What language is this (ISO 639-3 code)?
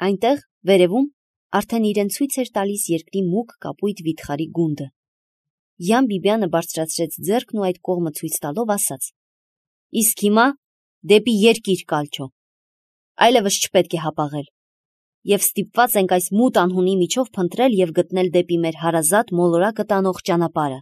hye